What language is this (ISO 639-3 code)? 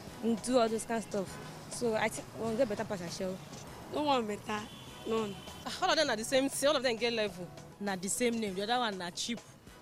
pcm